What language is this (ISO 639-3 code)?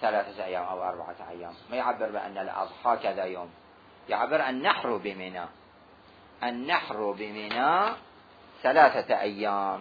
acm